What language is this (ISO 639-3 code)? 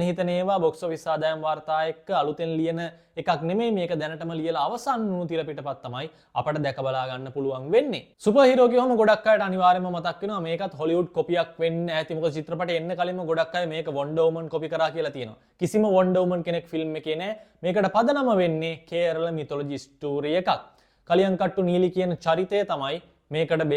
sin